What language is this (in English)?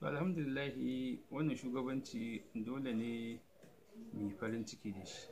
Hausa